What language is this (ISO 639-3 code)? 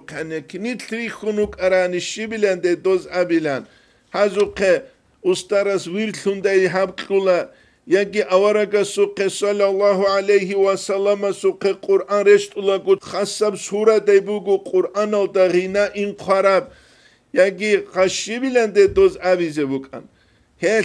ava